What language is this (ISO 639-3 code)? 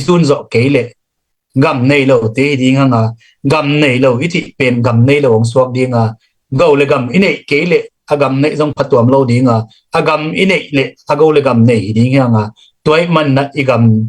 ctd